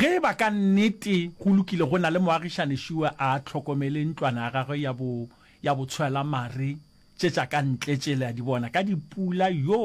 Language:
Northern Sotho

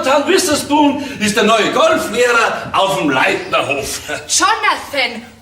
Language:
Bavarian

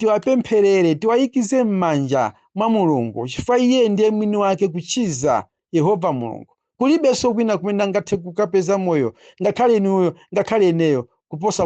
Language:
Nyanja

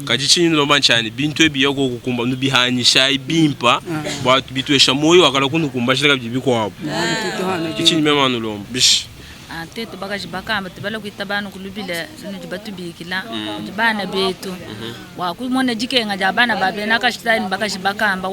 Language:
Luba-Lulua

